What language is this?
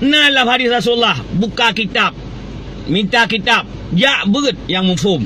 Achinese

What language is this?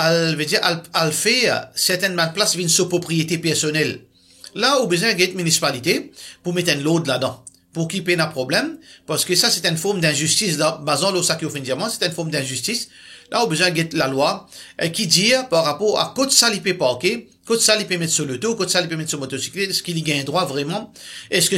Morisyen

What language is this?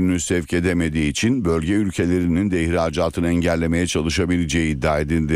Turkish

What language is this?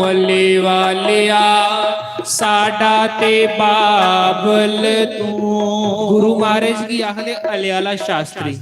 Dogri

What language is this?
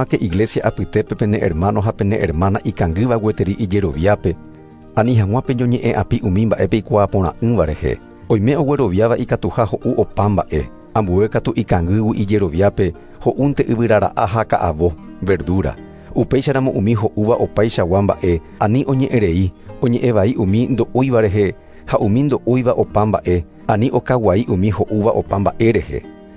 Guarani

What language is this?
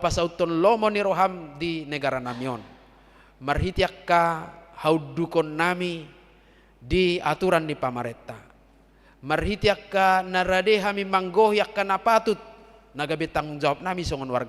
Batak Toba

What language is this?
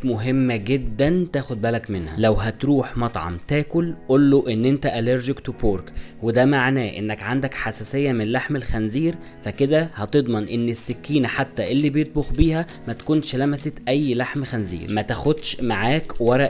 Egyptian Arabic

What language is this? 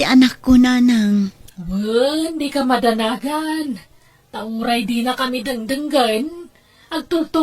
Iloko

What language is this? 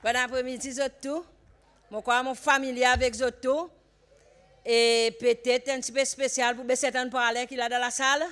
Seselwa Creole French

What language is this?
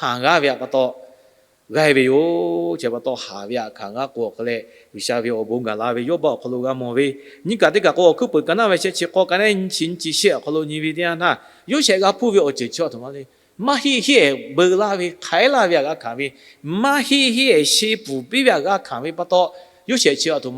Lahu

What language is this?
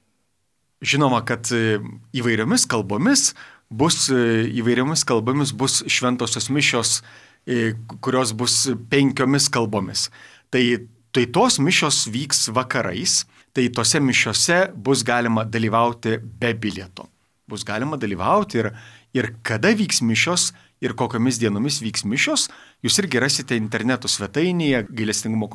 Lithuanian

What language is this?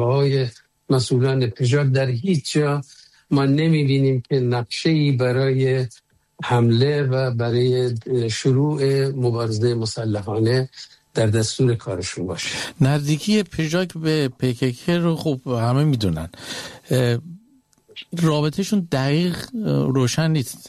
Persian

